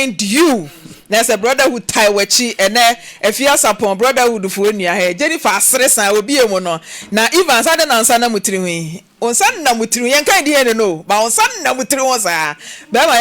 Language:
Akan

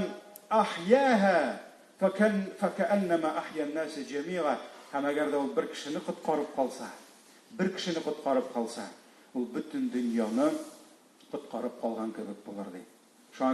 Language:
Tatar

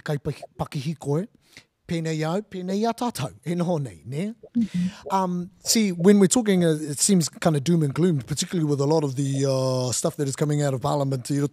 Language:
Māori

